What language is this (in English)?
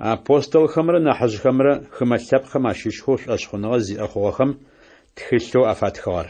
Adyghe